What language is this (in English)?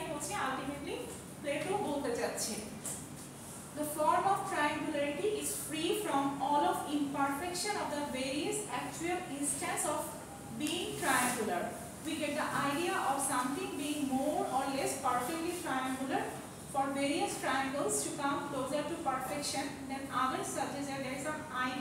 Bangla